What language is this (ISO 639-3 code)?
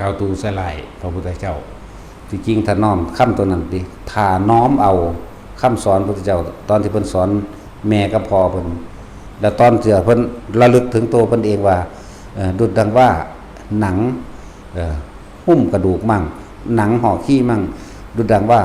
tts